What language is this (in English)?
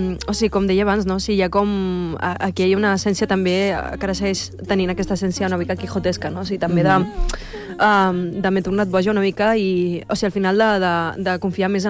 Catalan